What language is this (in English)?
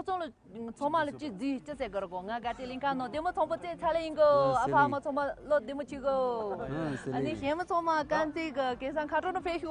Tibetan